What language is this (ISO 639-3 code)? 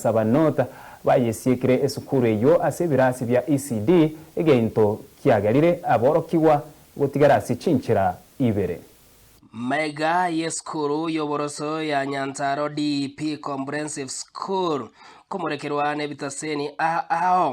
guz